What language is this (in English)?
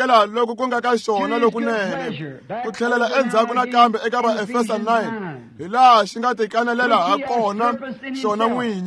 Tsonga